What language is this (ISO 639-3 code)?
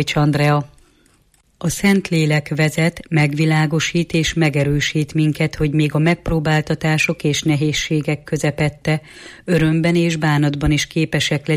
hun